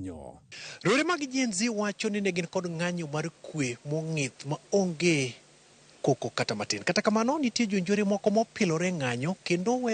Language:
Luo (Kenya and Tanzania)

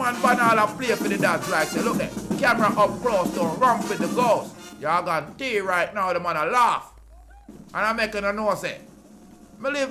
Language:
Jamaican Creole English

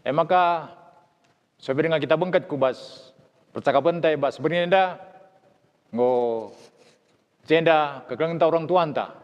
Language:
Batak Karo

